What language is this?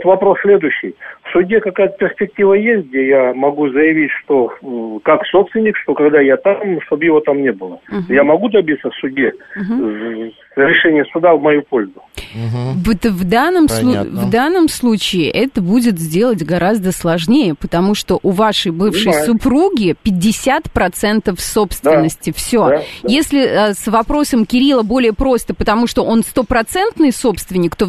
Russian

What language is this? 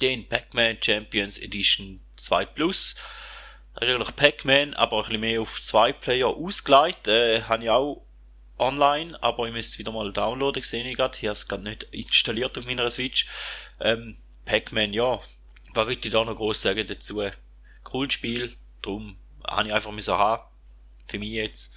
Swiss German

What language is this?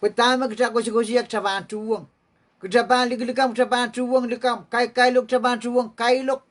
Pohnpeian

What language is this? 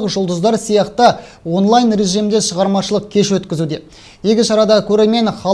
Kazakh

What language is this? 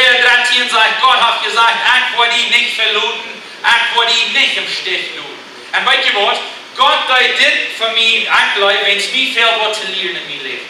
Plautdietsch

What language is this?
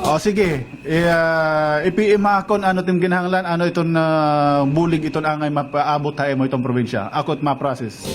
Waray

